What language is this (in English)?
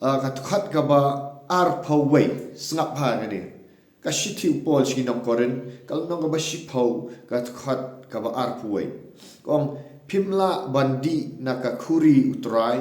Khasi